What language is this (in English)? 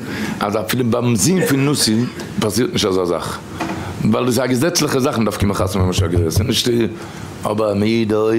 Yiddish